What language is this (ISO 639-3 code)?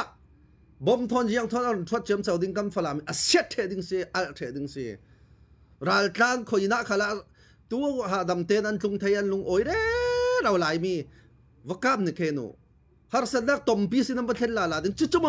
cfm